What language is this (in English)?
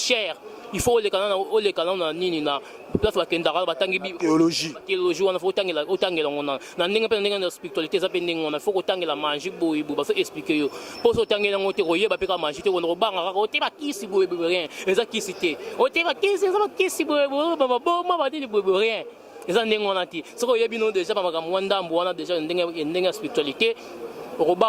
Lingala